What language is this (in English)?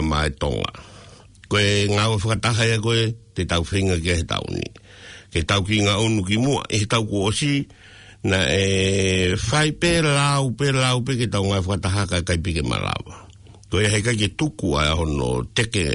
Tongan